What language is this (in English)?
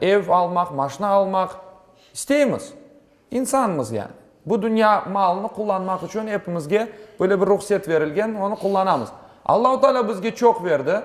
Crimean Tatar